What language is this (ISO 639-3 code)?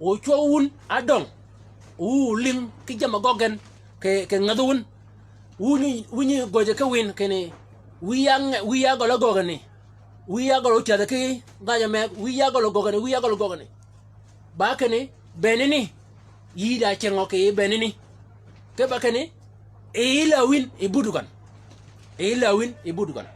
shk